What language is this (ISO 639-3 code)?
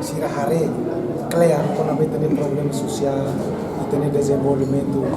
tet